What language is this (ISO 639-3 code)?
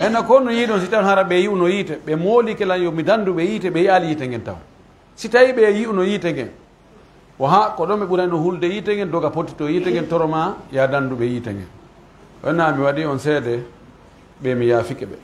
fuf